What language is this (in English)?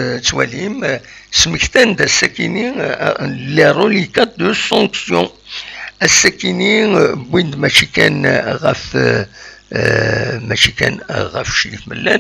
Kabyle